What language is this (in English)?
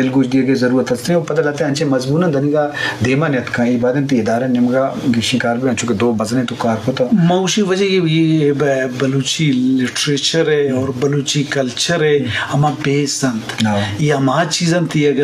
Eastern Balochi